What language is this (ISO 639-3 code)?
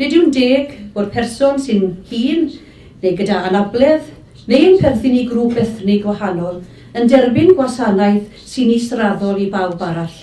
cym